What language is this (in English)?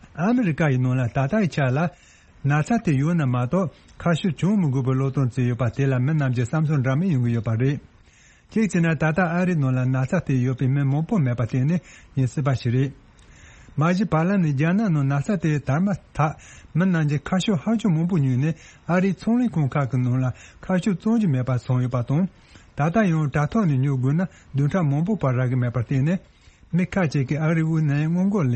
Tibetan